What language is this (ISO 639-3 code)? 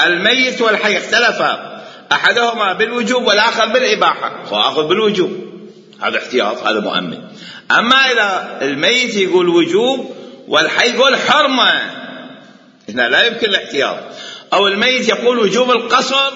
acm